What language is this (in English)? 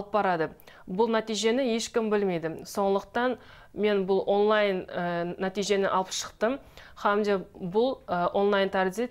Kara-Kalpak